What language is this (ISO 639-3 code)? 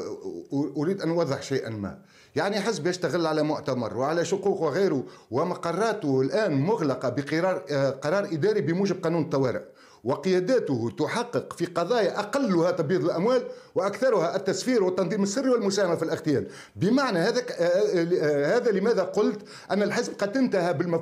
ara